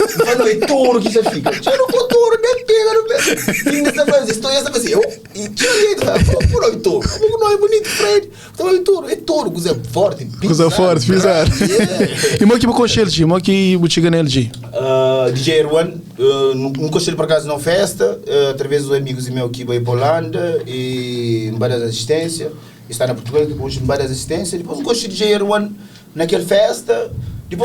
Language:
Kabuverdianu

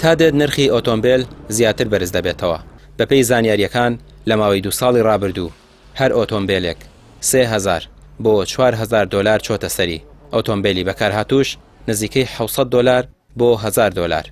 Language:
Central Kurdish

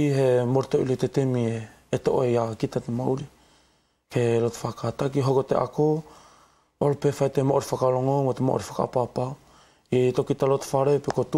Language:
Wallisian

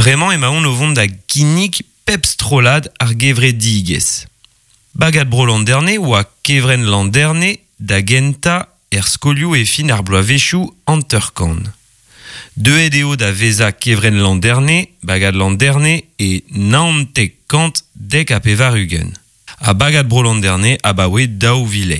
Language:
Breton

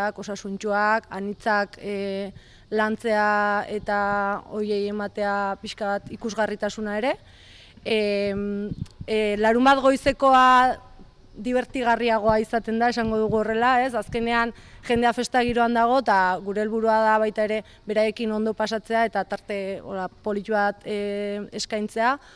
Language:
Basque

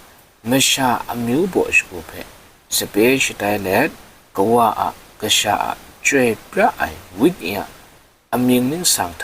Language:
Kachin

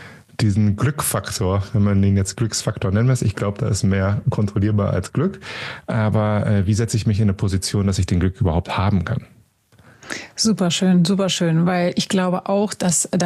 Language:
German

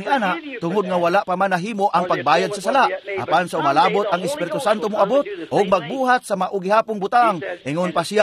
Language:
Cebuano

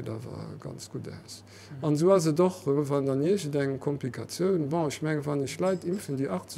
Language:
Luxembourgish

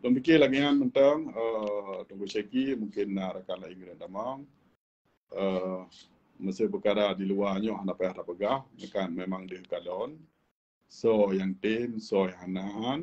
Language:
Achinese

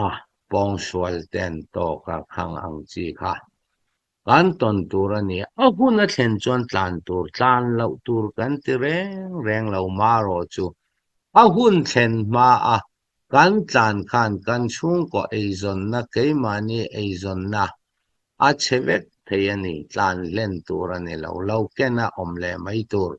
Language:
Mizo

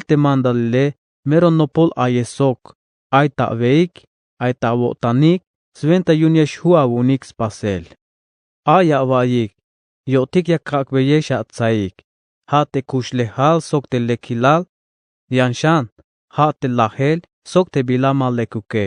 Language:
Tzeltal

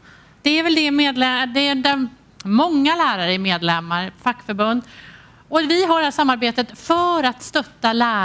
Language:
Swedish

